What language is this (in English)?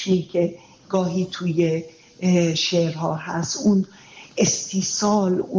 Persian